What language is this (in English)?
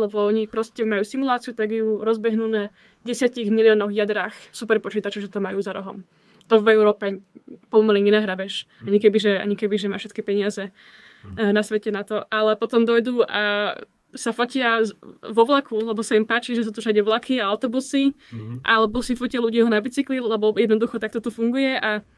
Slovak